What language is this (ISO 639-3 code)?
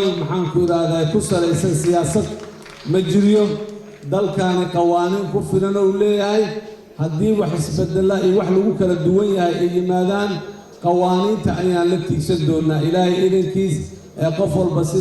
som